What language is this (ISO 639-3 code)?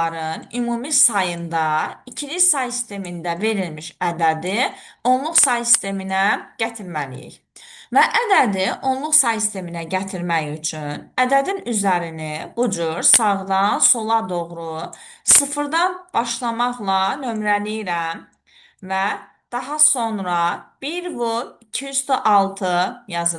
aze